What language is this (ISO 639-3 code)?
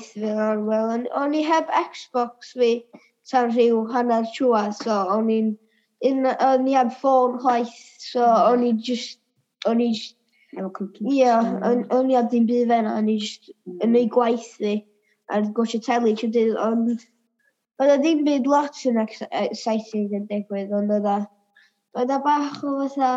cym